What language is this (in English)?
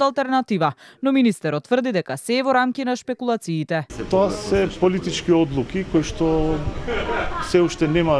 Macedonian